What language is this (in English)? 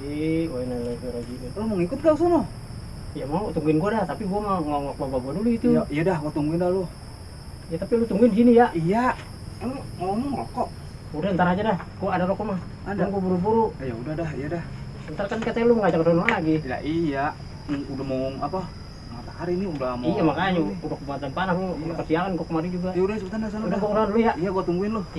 Betawi